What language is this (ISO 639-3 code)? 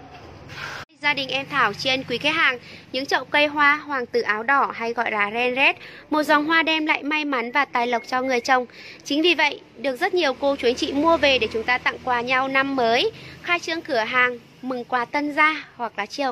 vie